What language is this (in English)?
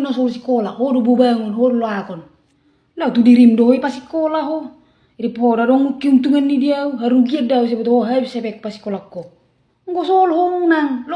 Batak Toba